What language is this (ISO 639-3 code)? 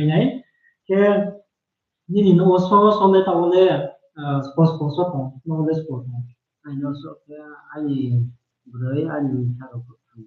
ria